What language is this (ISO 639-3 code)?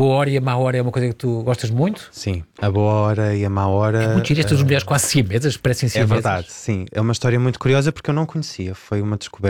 por